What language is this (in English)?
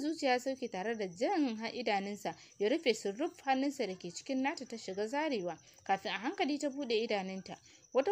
Hausa